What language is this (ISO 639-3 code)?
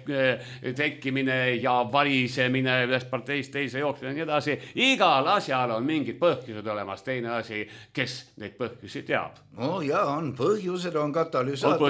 est